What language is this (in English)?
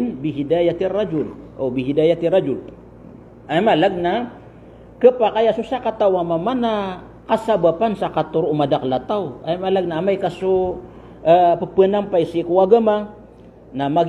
Maranao